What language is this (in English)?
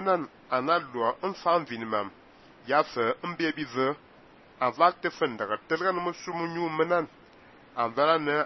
Fang